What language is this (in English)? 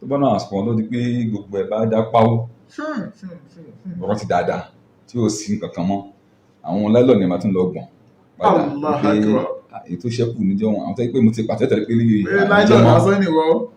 Yoruba